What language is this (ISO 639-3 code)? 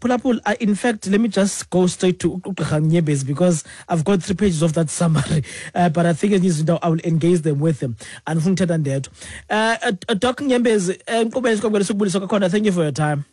xho